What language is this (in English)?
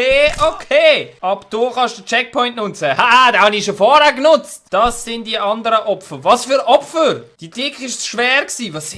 Swiss German